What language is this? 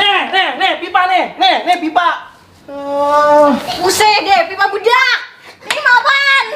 Betawi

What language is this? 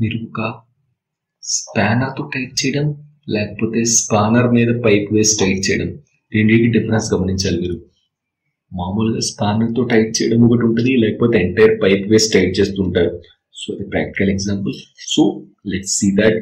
Telugu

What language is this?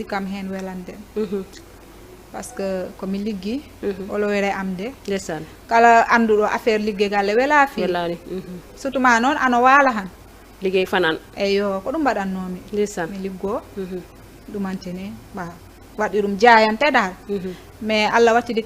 Fula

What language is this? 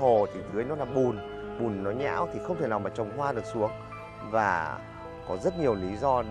Vietnamese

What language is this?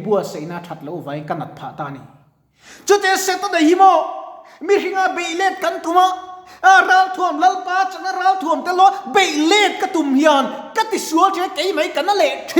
Mizo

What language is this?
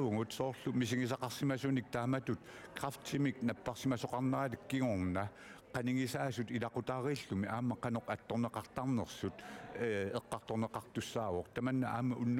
Kalaallisut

